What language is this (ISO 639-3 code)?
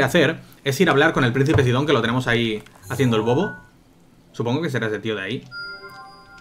spa